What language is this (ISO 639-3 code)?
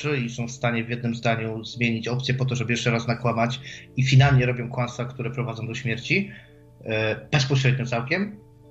pol